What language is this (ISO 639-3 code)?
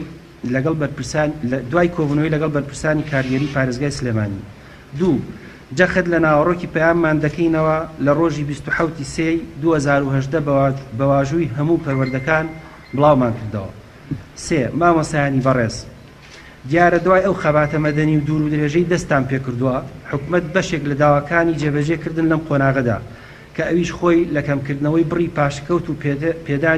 ckb